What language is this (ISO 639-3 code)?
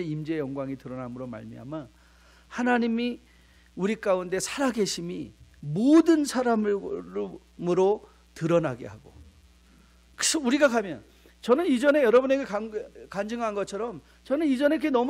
kor